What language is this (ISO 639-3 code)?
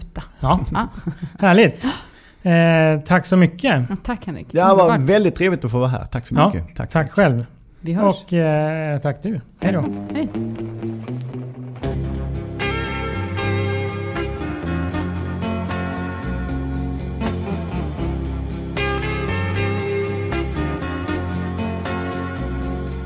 swe